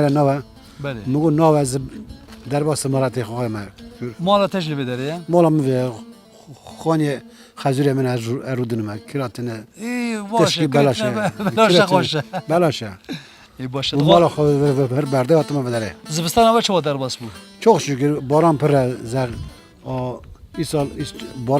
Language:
Kurdish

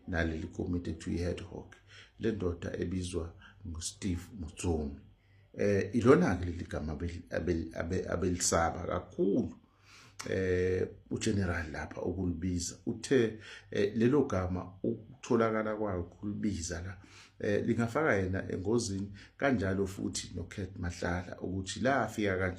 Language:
Zulu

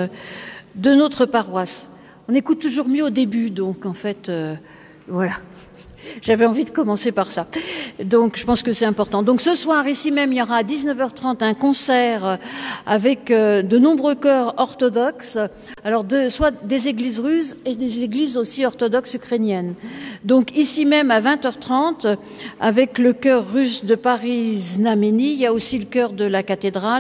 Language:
French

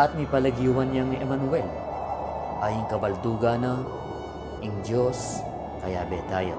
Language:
Pampanga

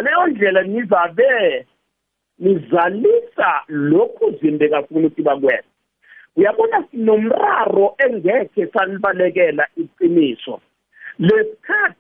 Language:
South Ndebele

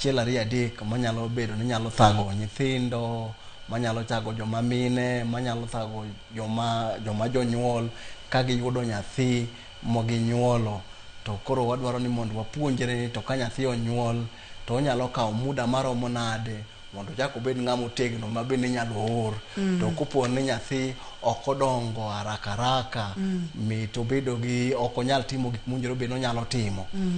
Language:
Luo (Kenya and Tanzania)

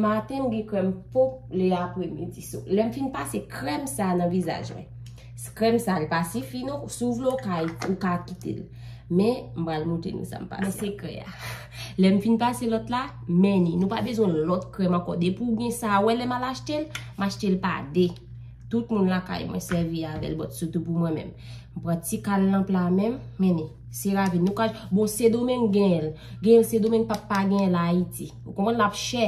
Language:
Haitian Creole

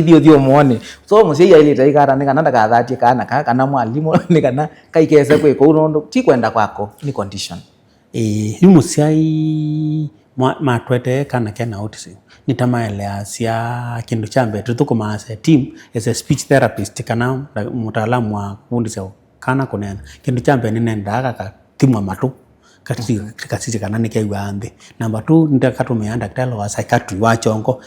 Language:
Kamba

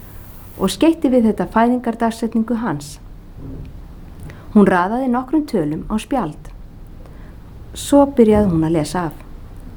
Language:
Icelandic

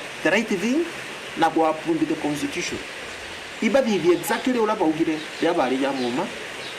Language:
Meru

